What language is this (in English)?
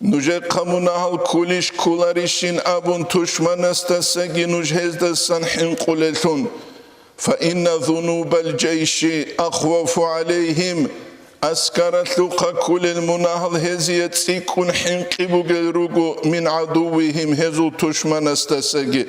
Avaric